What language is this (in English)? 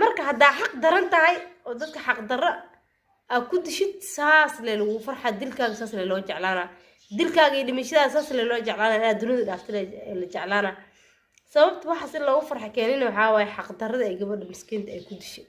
Somali